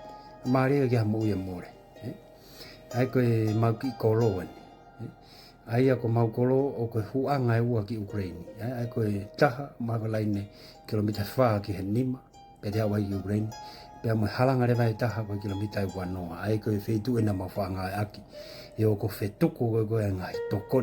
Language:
Tongan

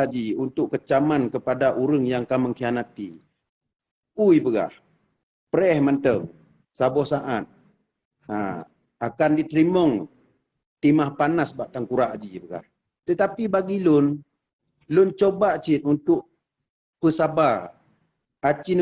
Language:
Achinese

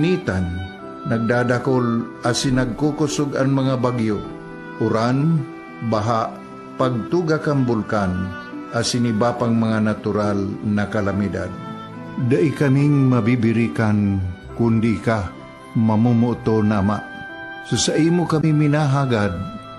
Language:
Bikol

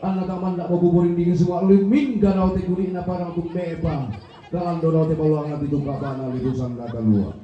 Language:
Toraja-Sa'dan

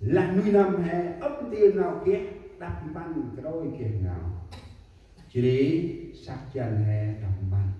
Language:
Central Mnong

